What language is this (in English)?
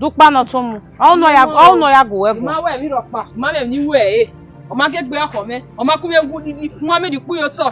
Bini